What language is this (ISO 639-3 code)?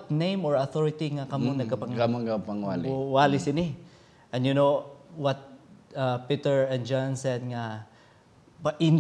hil